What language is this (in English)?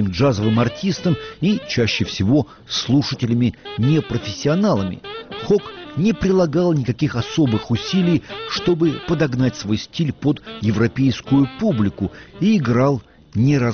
Russian